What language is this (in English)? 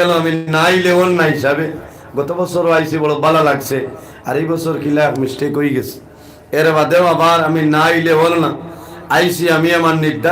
Sylheti